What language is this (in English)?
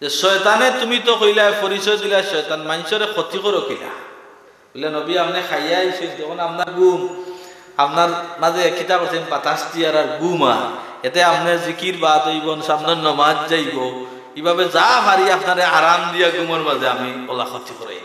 Sylheti